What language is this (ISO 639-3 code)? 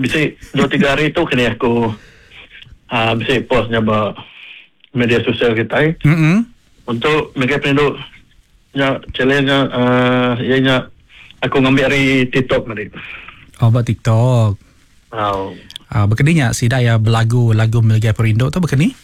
iba